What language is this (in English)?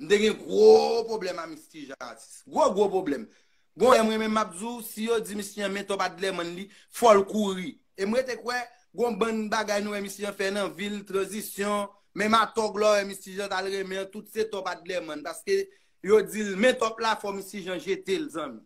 Haitian Creole